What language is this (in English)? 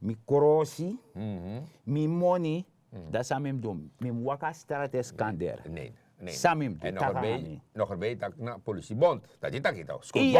Sranan Tongo